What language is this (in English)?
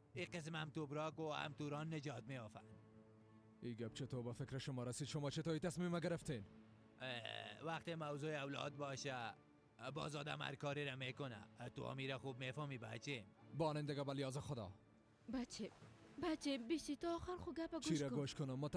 Persian